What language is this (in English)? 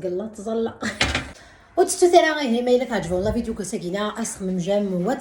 Kabyle